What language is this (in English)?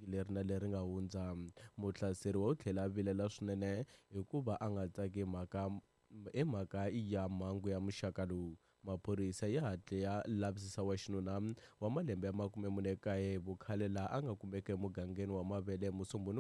Tsonga